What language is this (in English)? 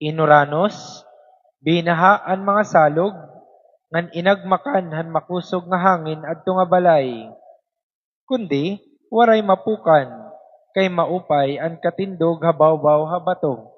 Waray